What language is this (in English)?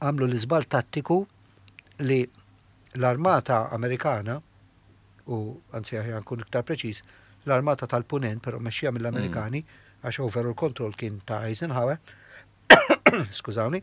Maltese